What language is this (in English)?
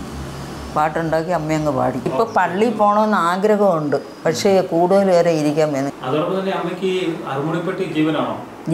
Malayalam